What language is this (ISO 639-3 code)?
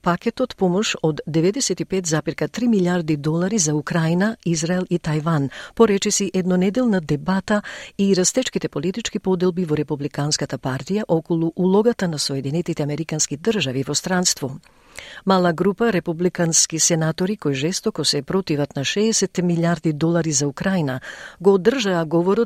mkd